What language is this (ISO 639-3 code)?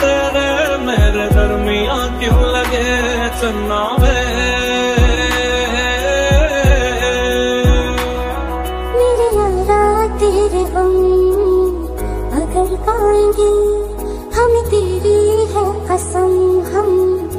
hin